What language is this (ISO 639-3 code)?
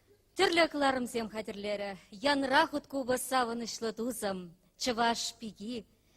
chv